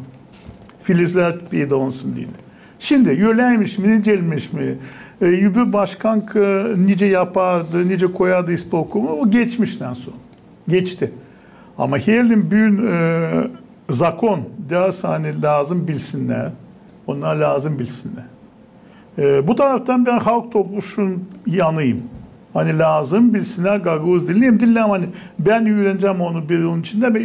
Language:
Gagauz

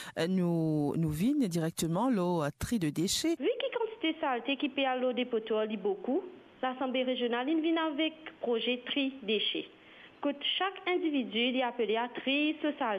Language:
Morisyen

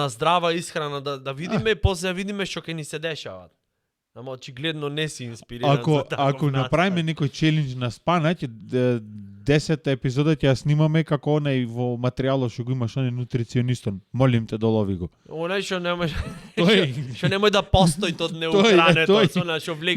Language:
Macedonian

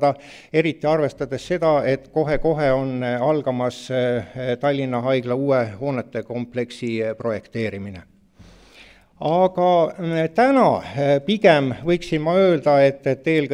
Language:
Estonian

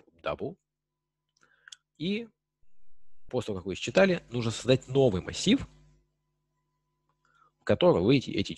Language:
Russian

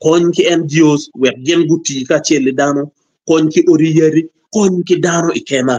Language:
Acoli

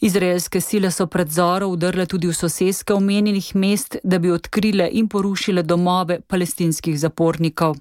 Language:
Slovenian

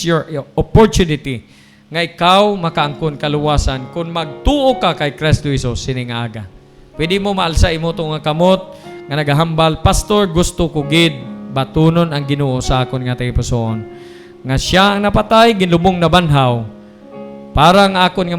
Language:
Hiligaynon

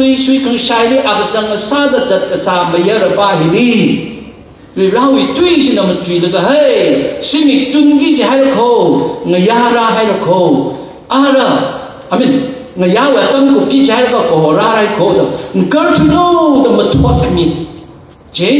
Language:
Tangkhul Naga (India)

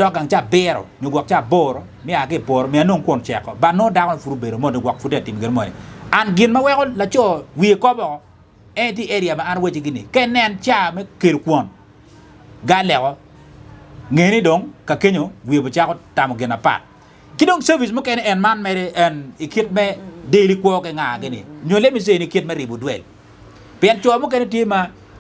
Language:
Acoli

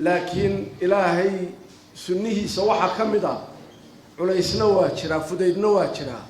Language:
Somali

